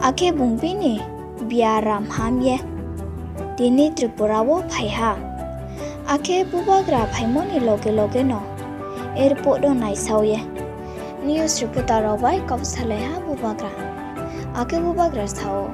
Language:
Riang (India)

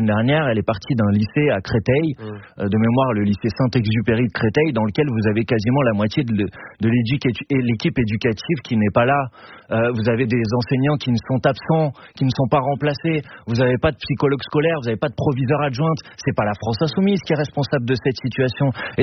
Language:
French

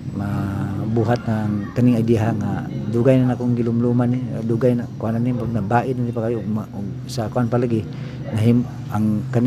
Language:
Cebuano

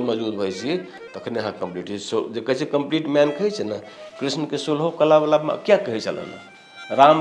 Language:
Maithili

